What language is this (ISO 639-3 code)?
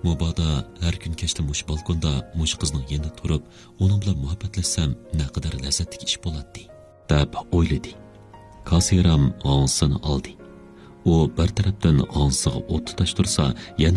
uig